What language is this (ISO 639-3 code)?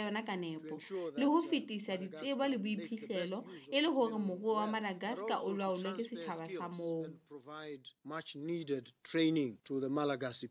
sot